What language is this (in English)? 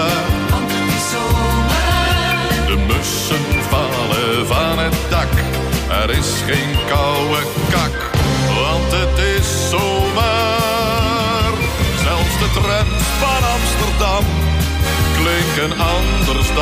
Dutch